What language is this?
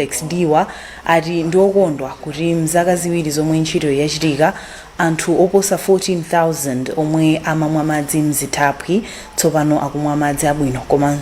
Nyanja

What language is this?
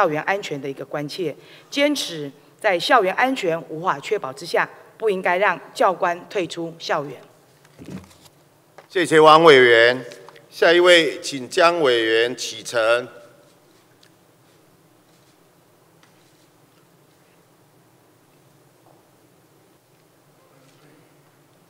Chinese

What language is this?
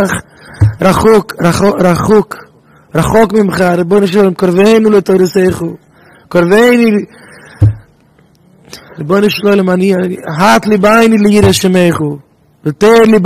Hebrew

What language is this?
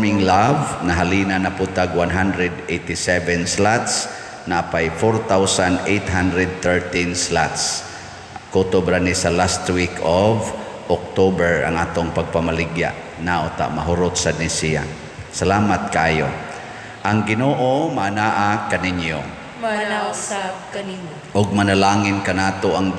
Cebuano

